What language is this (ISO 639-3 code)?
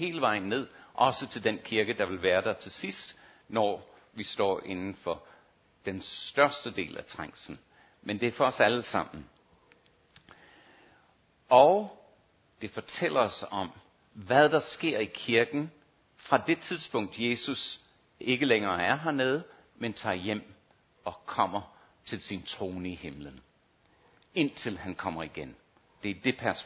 dan